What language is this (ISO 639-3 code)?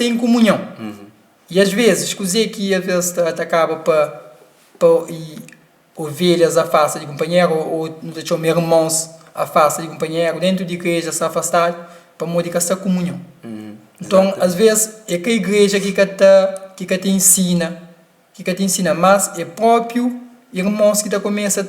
kea